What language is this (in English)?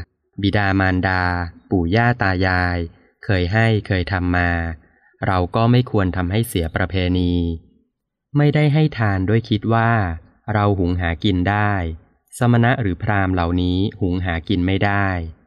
Thai